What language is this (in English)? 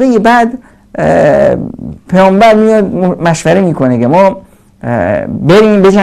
Persian